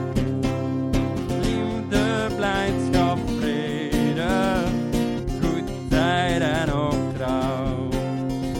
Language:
Dutch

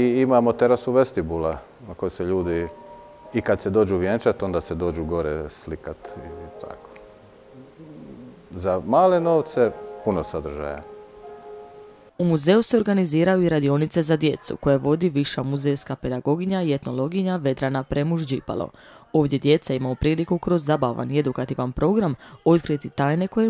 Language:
Croatian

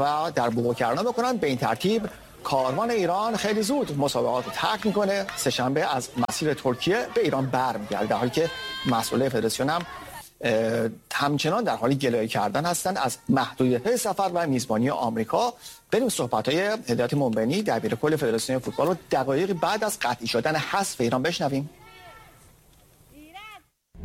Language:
Persian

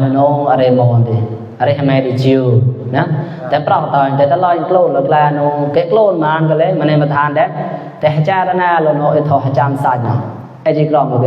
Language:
Mon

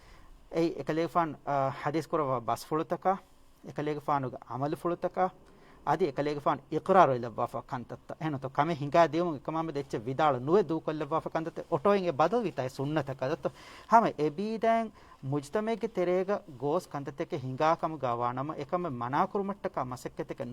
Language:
Divehi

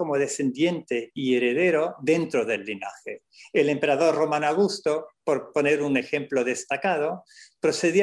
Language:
Spanish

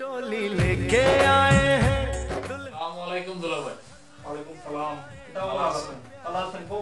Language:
Sylheti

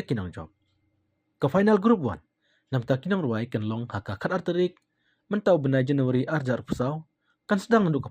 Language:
Khasi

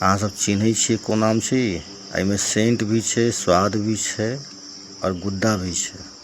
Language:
Maithili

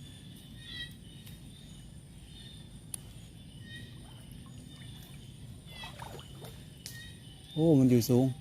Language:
Lao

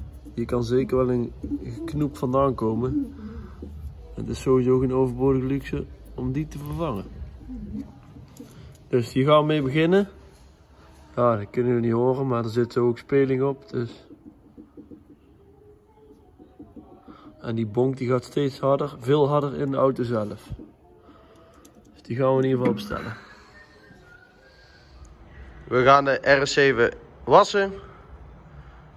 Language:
Dutch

